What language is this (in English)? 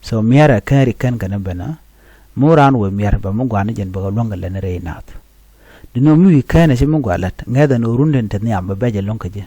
Nuer